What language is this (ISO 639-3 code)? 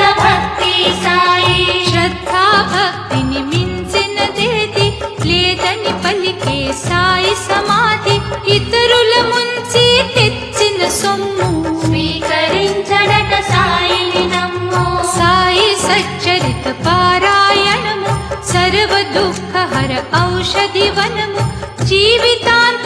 tel